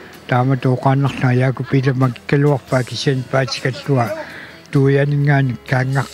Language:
Kalaallisut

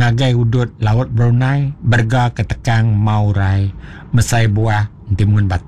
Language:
Iban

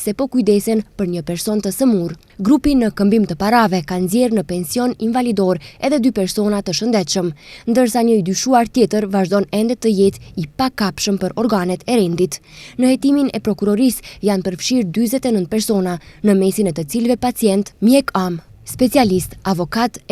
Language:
Albanian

